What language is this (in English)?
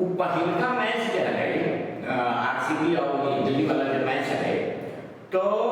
Magahi